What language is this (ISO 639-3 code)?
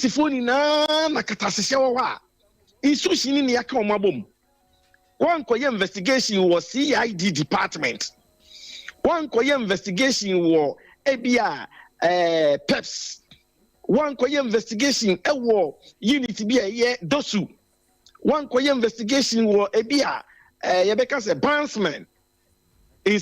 aka